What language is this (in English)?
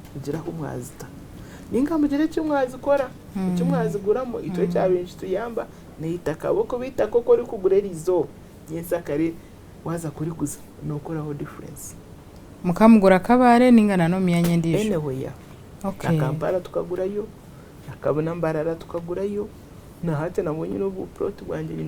Nyankole